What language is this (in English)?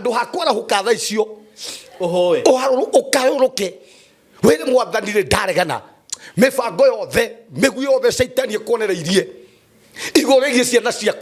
Kikuyu